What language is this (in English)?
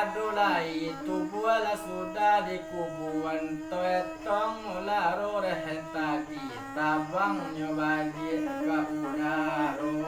Minangkabau